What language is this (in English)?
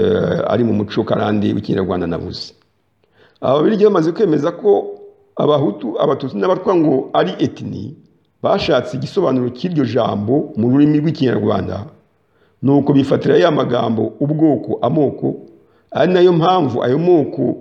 Kinyarwanda